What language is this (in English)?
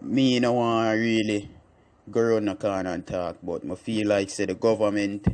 Jamaican Creole English